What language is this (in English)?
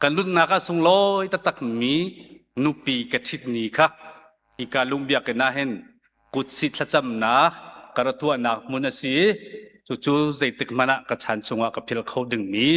Hakha Chin